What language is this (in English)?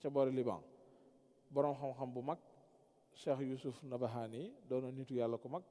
Wolof